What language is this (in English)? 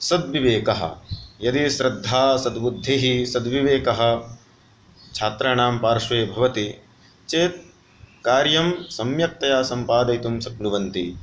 Sanskrit